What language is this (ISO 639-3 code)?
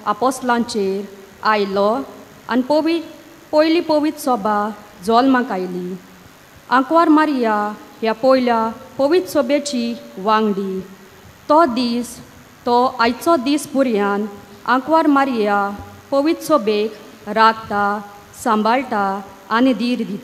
kok